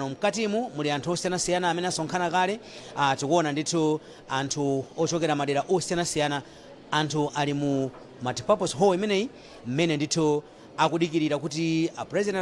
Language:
Nyanja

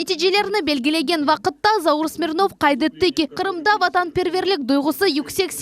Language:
Crimean Tatar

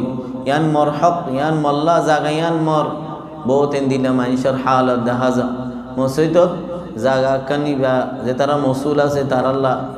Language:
Rohingya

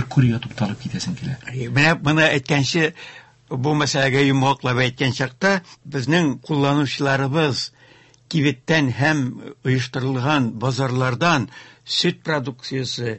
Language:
Tatar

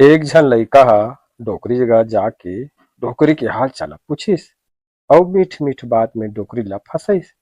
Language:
Chhattisgarhi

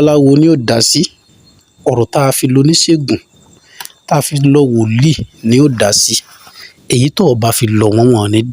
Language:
Yoruba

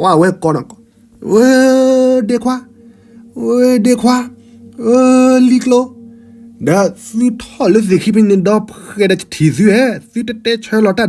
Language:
S'gaw Karen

